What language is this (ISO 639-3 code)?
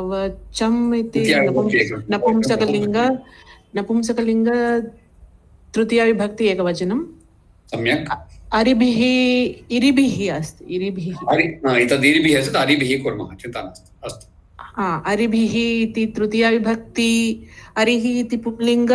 san